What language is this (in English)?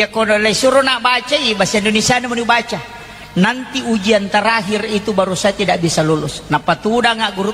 Buginese